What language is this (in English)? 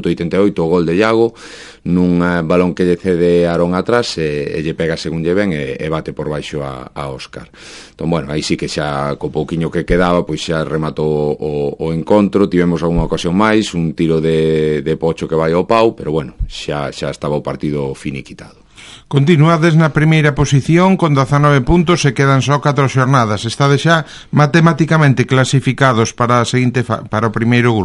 Galician